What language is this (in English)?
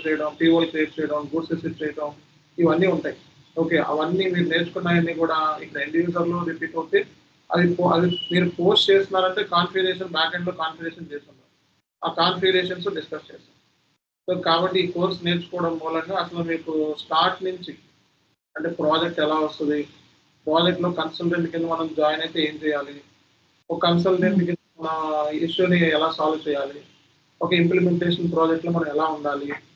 Telugu